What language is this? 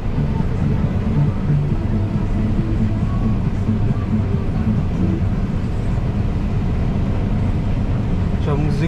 Polish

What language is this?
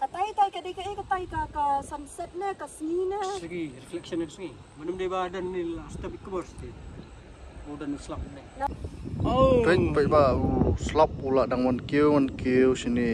Khasi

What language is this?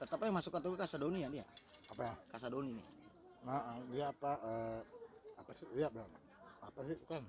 Betawi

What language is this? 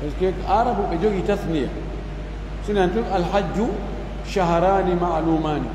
Fula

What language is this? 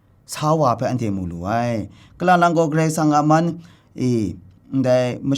Kachin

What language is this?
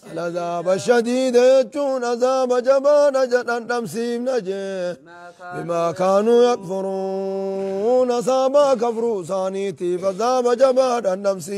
Oromo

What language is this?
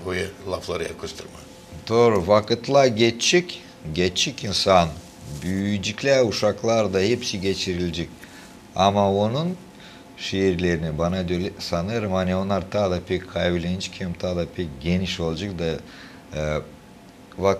Gagauz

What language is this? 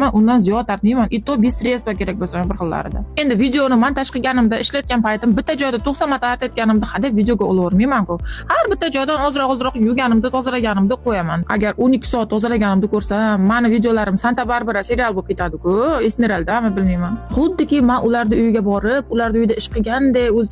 Uzbek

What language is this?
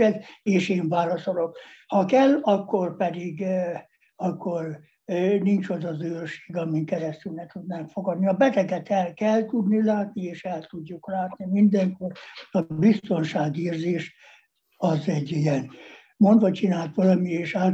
Hungarian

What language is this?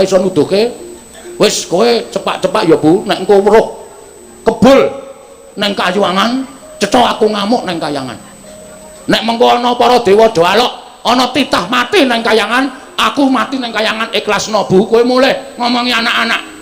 Javanese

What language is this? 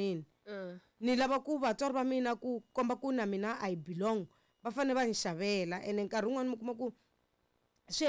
Tsonga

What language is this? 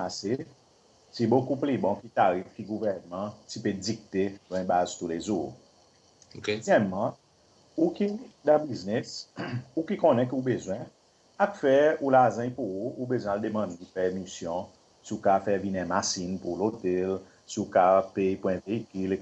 Seselwa Creole French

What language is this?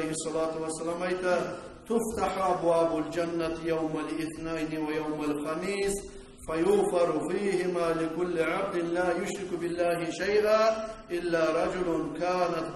Kumyk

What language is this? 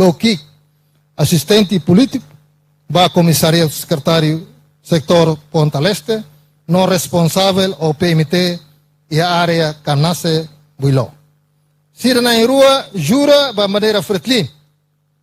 Tetum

